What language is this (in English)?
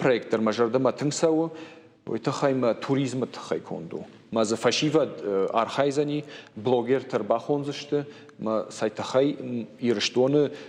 Ossetic